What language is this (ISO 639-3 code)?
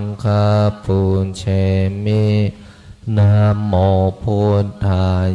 pli